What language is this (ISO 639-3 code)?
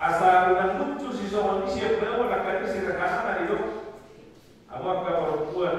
bbc